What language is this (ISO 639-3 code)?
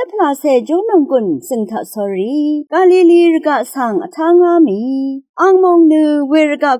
raw